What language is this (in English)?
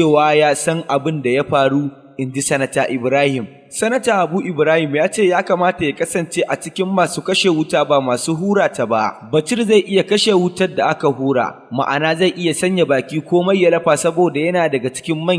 Hausa